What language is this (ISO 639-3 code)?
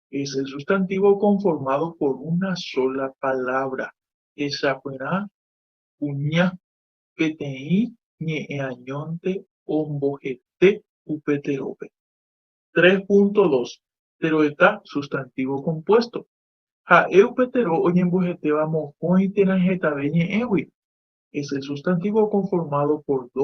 grn